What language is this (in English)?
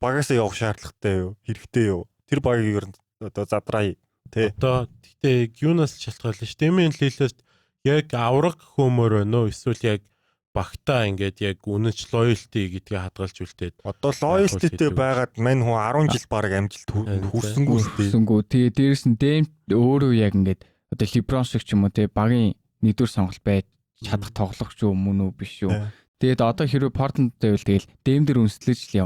Mongolian